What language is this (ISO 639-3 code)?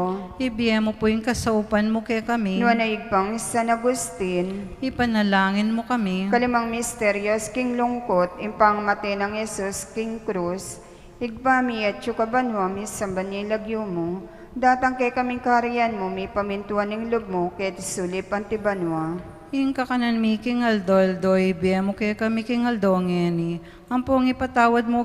pam